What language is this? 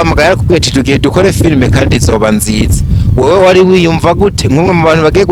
Rundi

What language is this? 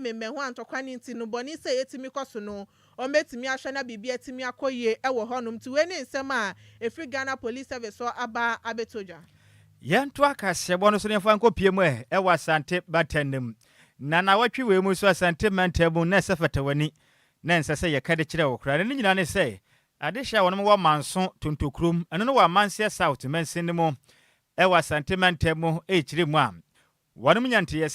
Akan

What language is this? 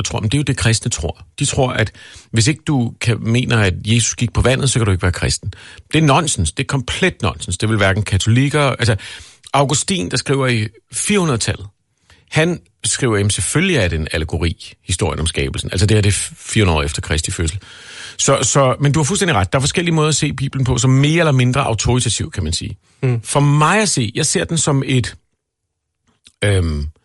Danish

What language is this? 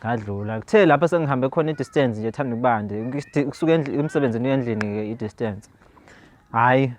Zulu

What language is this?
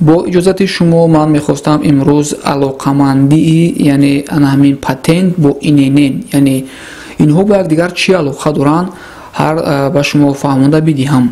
Tajik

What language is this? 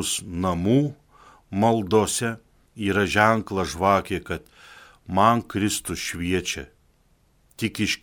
Lithuanian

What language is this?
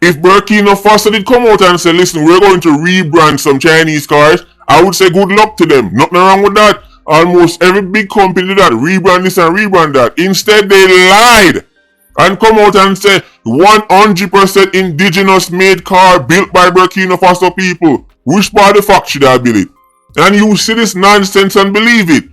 Jamaican Creole English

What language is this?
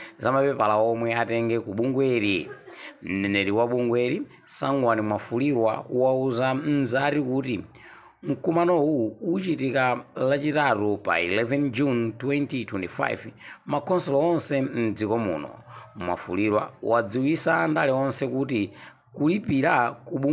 Nyanja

